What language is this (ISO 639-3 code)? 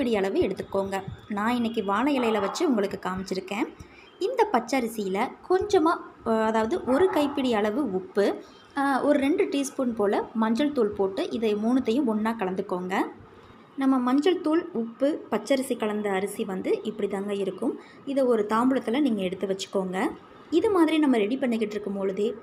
tam